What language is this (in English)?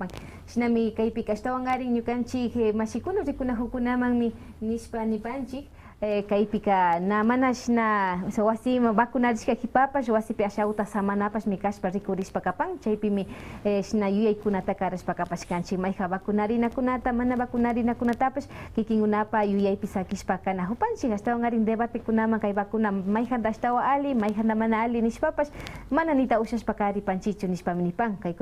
Quechua